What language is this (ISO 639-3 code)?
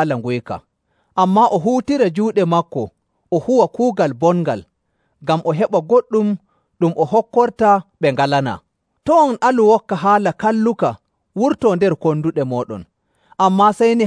fuv